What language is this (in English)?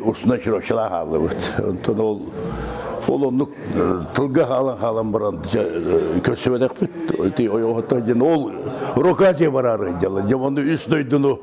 Yakut